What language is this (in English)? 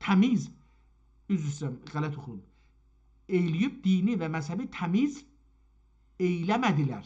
South Azerbaijani